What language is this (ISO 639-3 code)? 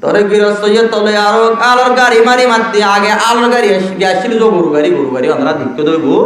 rhg